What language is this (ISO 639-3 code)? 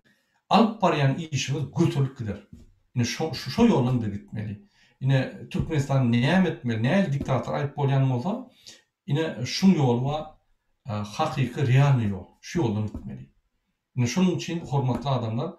tuk